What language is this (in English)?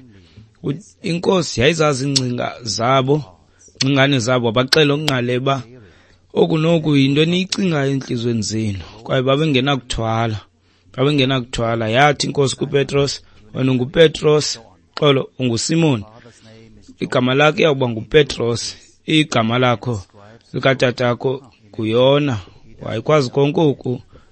Xhosa